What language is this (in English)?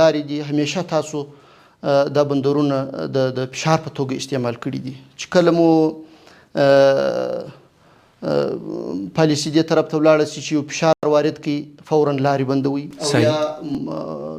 Pashto